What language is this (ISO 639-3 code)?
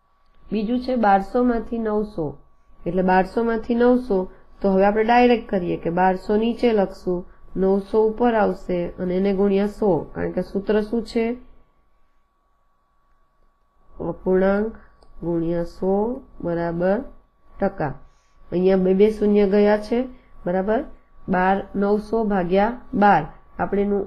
guj